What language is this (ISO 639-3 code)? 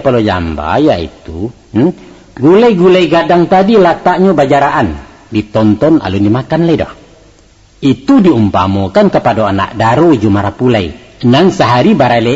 min